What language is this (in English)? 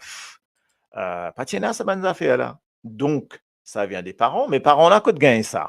Morisyen